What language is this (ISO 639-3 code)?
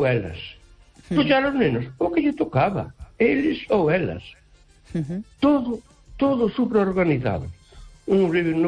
glg